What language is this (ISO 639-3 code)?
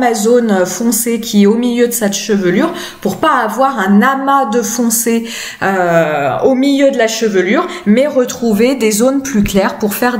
fra